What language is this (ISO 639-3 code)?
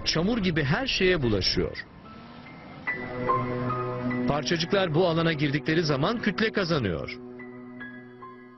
tur